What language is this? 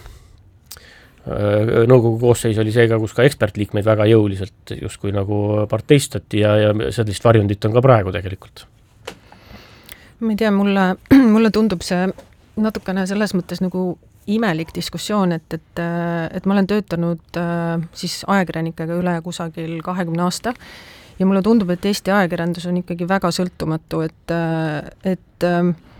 Estonian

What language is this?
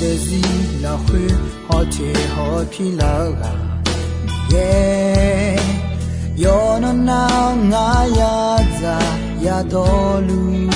Akha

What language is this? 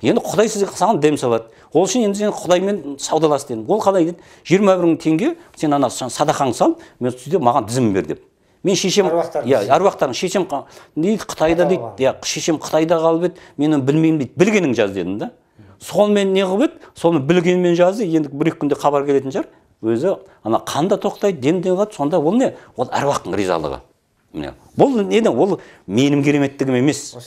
Kazakh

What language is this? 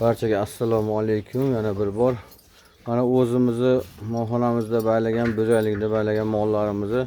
Uzbek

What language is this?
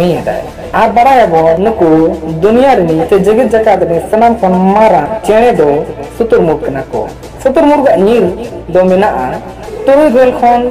Santali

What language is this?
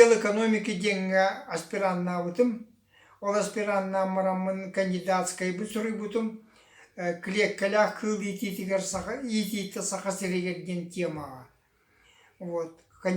Yakut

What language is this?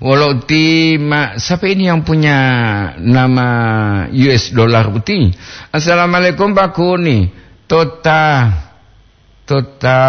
Gorontalo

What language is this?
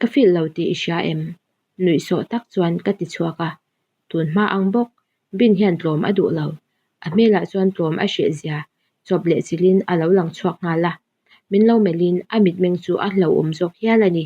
Mizo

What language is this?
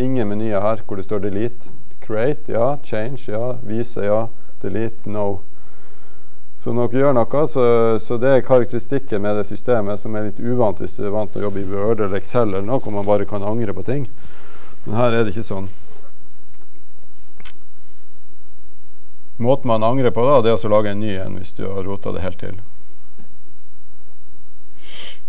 Norwegian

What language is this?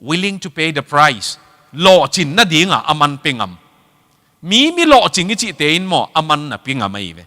Tedim Chin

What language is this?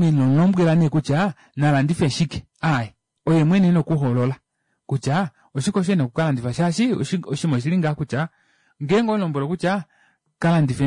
Kuanyama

